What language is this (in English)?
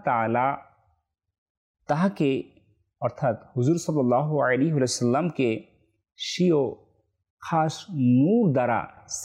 Bangla